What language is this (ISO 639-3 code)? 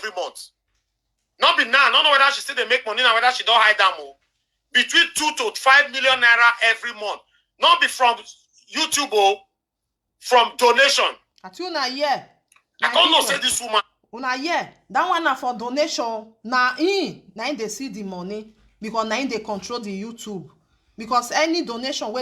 pcm